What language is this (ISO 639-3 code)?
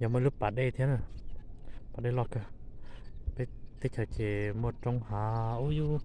hmn